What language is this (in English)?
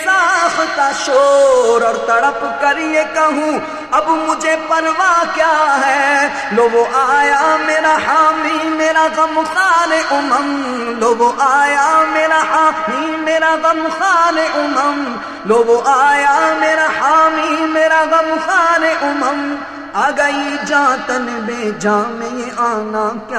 Urdu